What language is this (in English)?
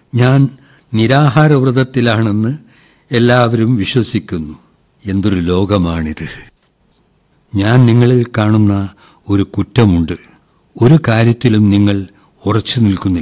Malayalam